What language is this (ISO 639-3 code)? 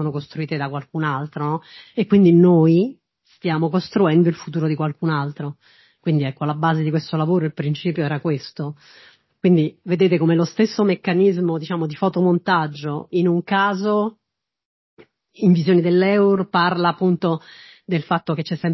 ita